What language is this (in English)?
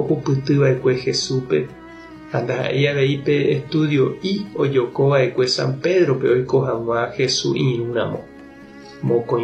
Guarani